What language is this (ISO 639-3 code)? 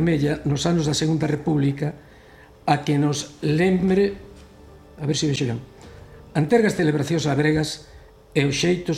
glg